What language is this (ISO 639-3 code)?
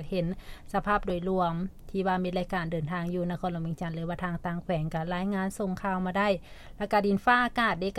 lao